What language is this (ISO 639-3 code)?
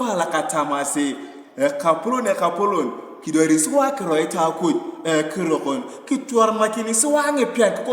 tuv